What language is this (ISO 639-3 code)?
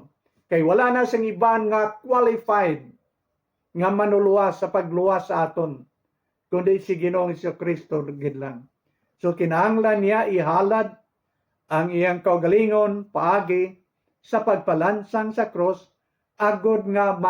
hil